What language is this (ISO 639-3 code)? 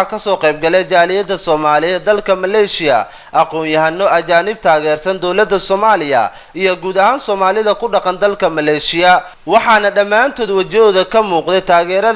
som